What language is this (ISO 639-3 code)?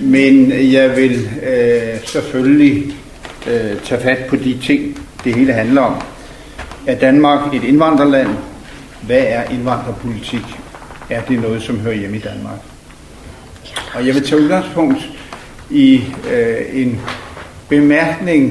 dan